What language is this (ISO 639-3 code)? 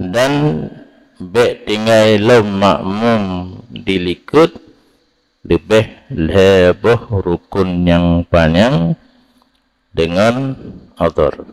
ace